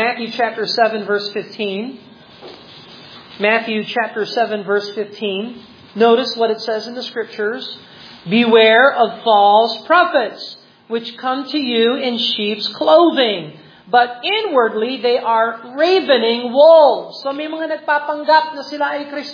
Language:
Filipino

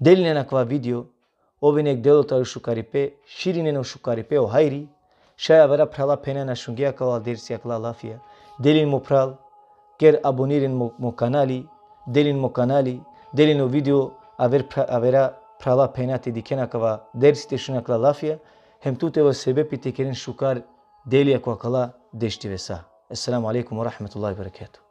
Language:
Balkan Romani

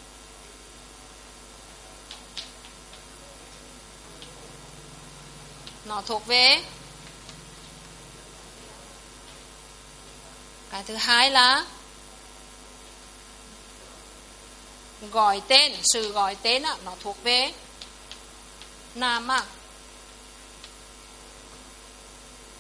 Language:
Vietnamese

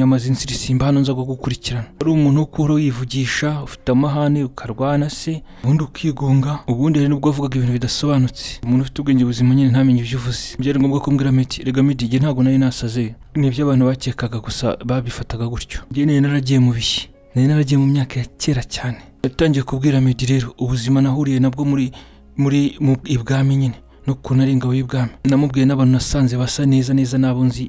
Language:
Kinyarwanda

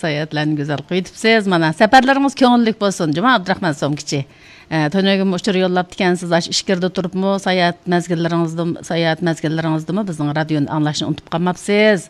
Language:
Uyghur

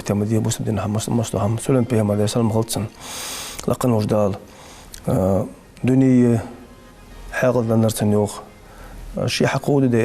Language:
Ingush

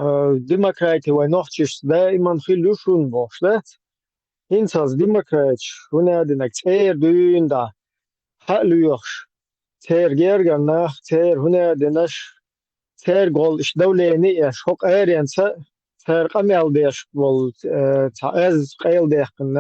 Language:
Chechen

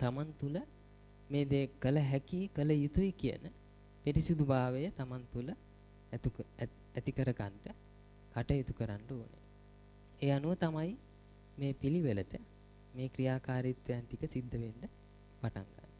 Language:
Sinhala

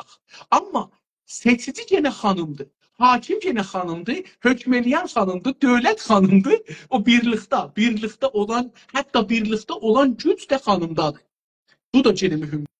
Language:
South Azerbaijani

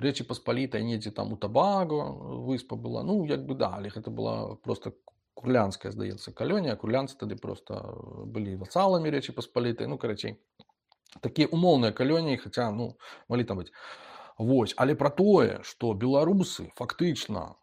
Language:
Belarusian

